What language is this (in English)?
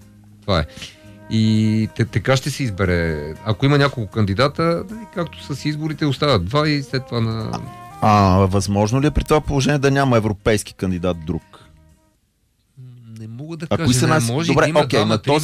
Bulgarian